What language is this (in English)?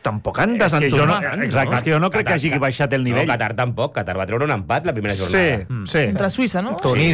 Catalan